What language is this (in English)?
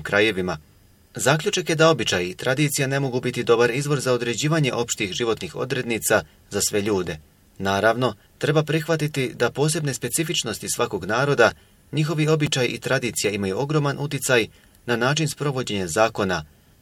Bosnian